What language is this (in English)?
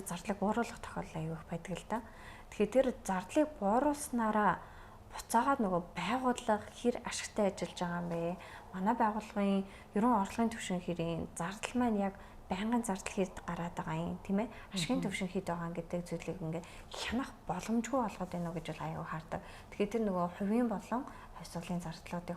Mongolian